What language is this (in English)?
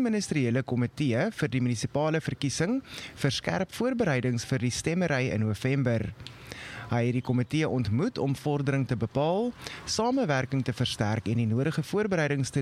Afrikaans